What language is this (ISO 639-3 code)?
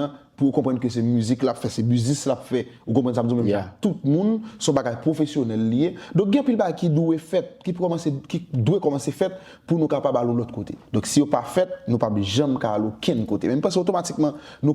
hat